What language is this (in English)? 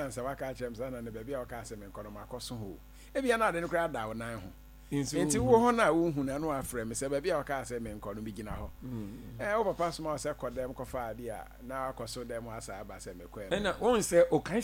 Akan